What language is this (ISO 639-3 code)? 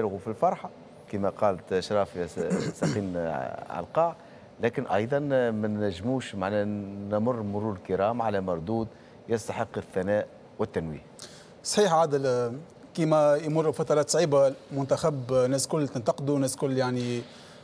aeb